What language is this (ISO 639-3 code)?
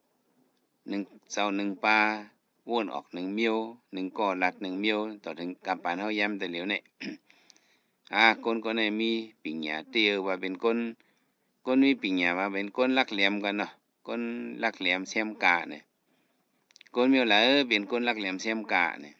shn